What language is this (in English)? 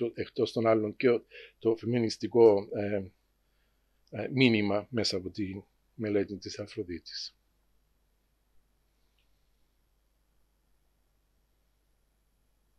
Greek